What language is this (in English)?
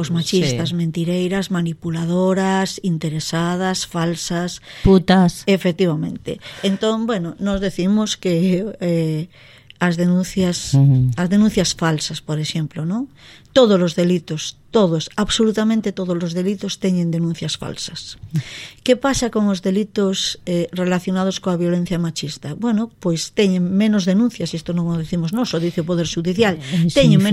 Galician